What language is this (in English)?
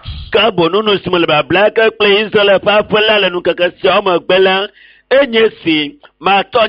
Ewe